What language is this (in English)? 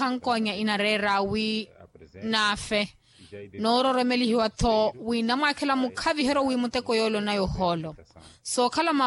Makhuwa